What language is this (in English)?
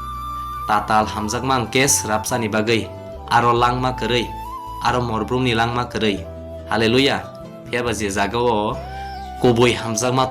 Kok Borok